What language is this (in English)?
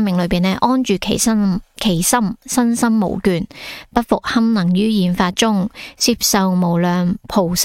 Cantonese